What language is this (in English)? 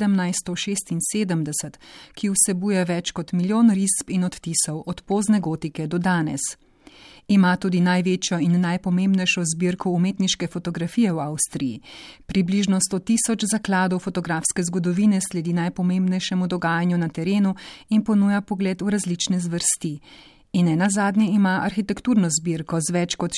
Slovenian